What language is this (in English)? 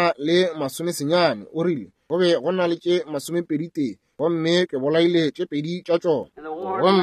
Northern Sotho